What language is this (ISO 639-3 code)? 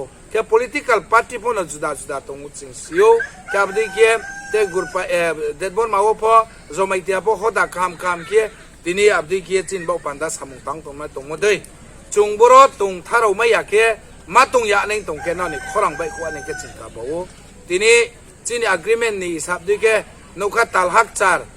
ria